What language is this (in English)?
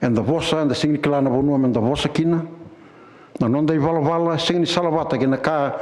Fijian